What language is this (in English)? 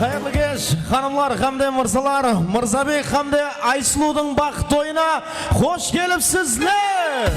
Kara-Kalpak